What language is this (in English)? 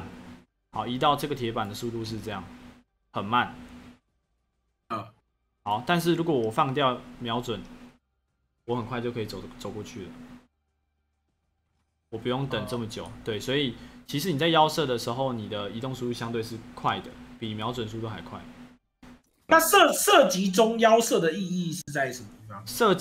Chinese